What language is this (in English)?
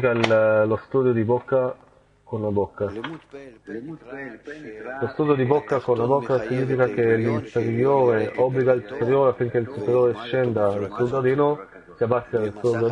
Italian